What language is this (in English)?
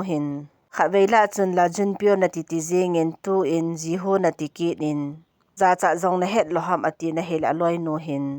Thado Chin